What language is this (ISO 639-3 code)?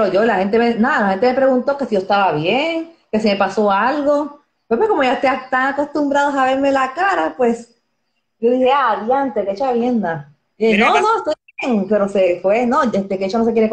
spa